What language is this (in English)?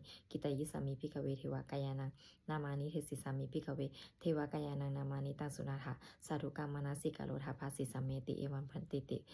Pali